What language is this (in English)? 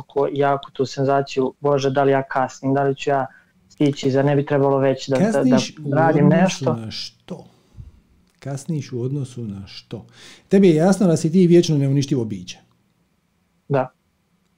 Croatian